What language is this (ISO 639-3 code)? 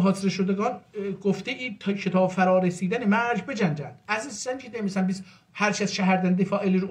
azb